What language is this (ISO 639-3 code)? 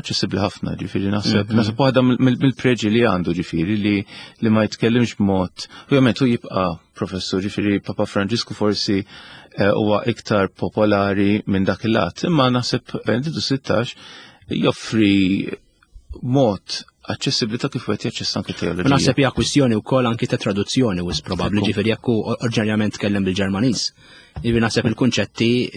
mlt